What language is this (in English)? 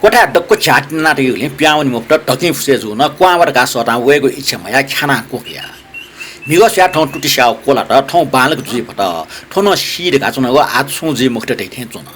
Newari